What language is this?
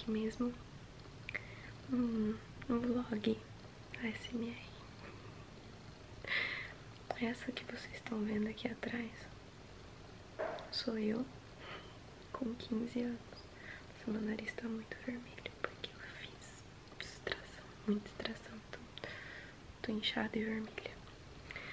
Portuguese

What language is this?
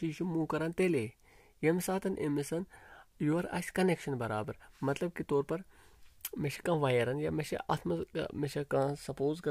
Kashmiri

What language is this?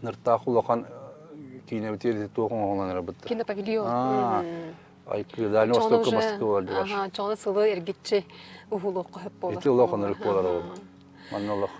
Yakut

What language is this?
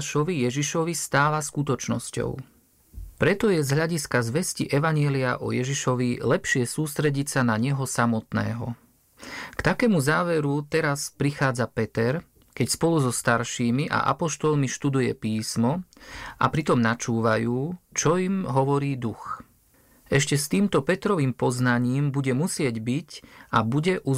Slovak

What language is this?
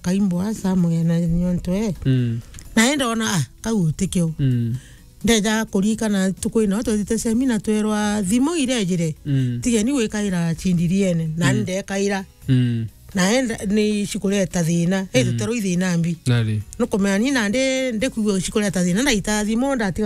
Meru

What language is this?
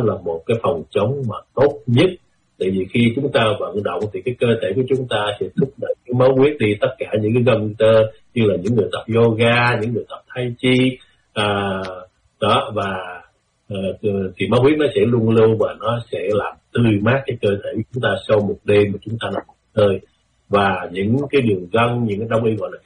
Vietnamese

